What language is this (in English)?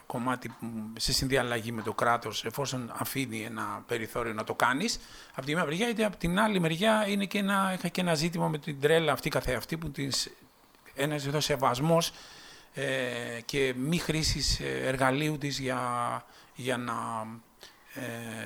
Greek